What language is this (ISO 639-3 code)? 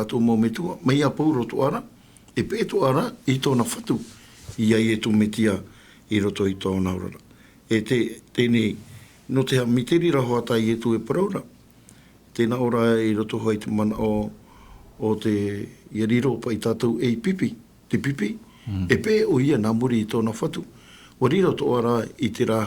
tah